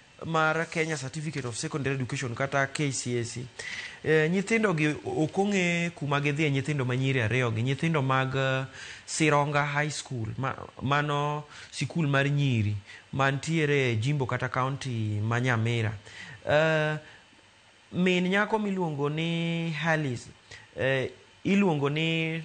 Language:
Luo (Kenya and Tanzania)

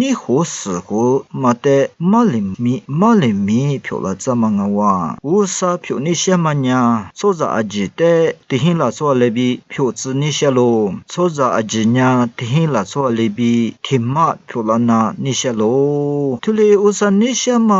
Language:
Lisu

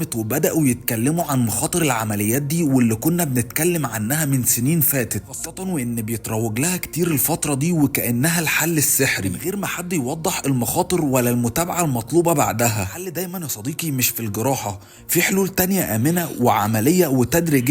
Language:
Egyptian Arabic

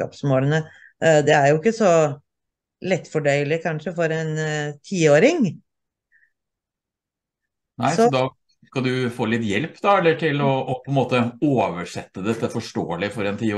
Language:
Norwegian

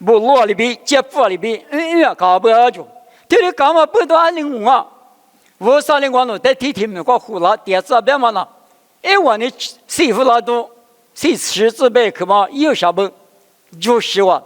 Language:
Lisu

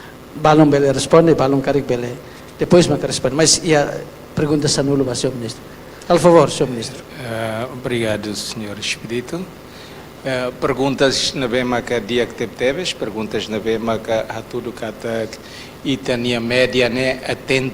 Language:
Tetum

